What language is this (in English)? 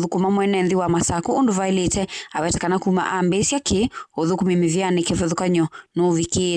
Kamba